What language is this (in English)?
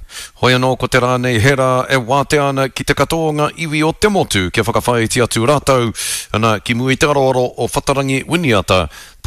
Māori